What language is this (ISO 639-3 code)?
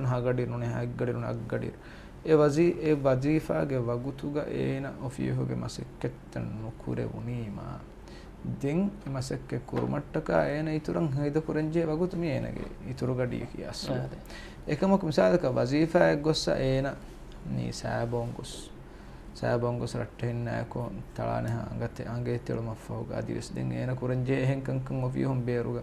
div